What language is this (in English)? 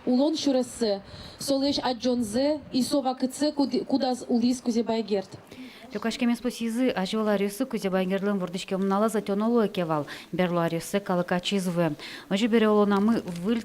Udmurt